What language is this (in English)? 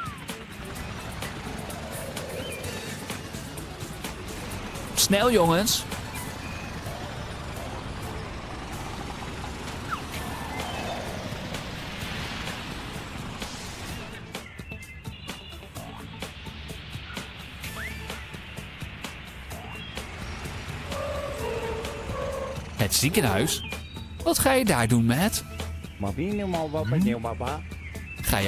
Dutch